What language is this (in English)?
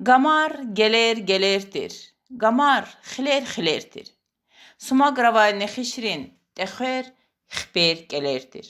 Lezghian